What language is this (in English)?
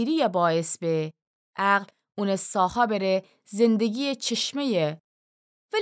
Gilaki